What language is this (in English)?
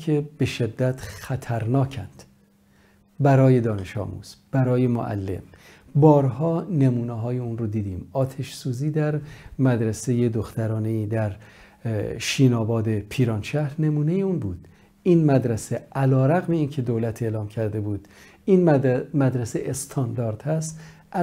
Persian